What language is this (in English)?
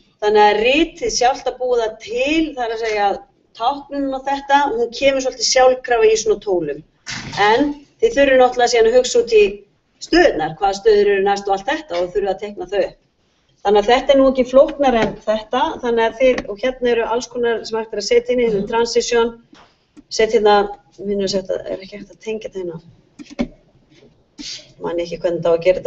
Icelandic